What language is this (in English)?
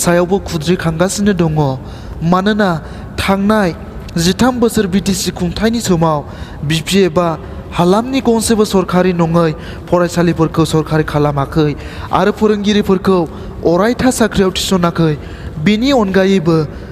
Bodo